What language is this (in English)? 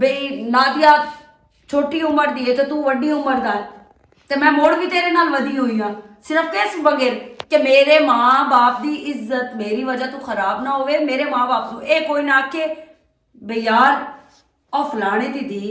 Western Panjabi